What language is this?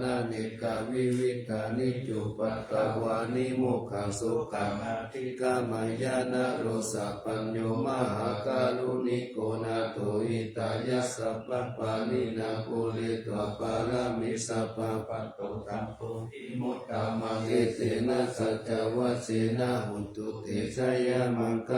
Pali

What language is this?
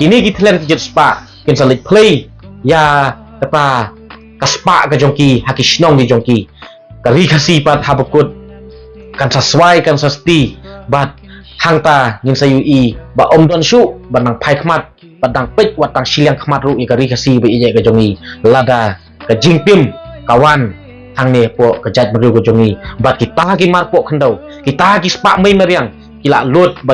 Khasi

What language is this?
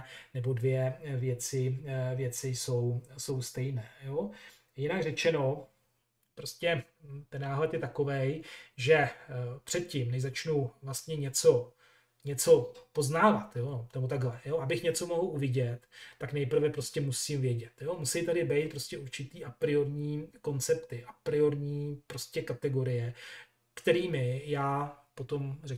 Czech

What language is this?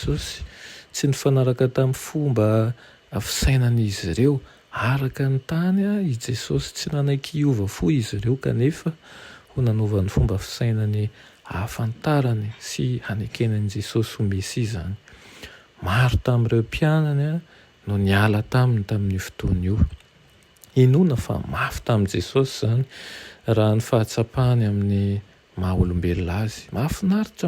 Malagasy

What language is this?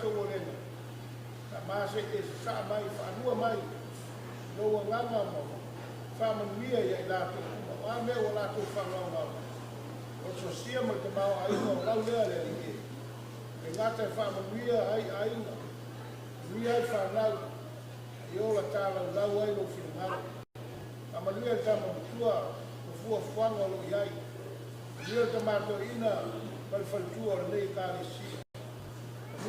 Samoan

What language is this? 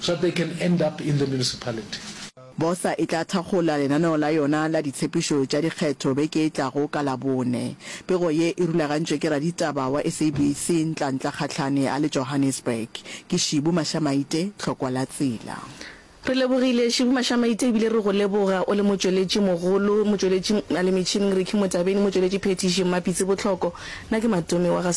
Northern Sotho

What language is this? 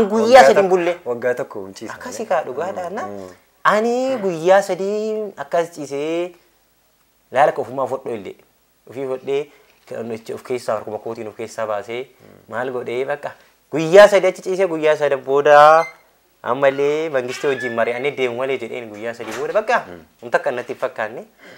Oromo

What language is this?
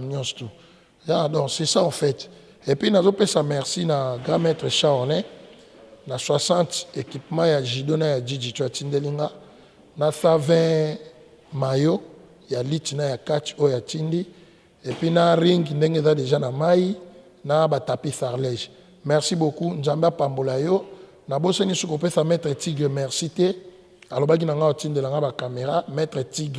Lingala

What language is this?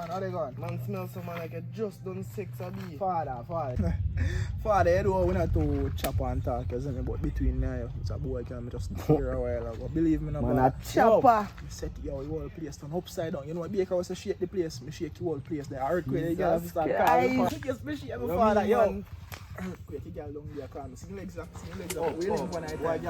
Jamaican Creole English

